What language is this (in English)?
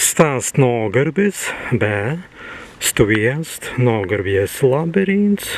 Prussian